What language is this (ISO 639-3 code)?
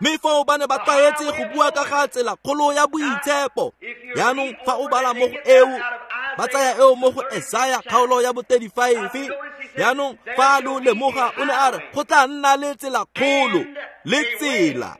tsn